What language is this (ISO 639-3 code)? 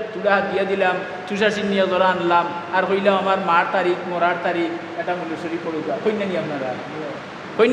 syl